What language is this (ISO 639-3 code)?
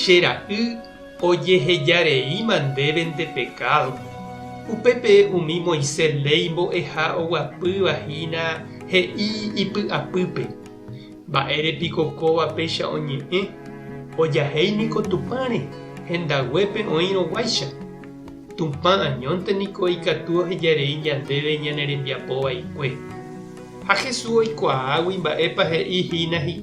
grn